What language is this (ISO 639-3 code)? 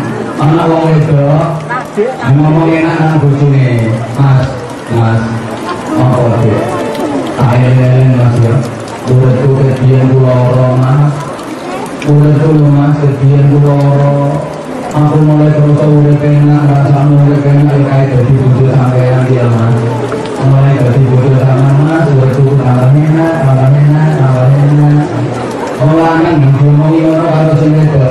jav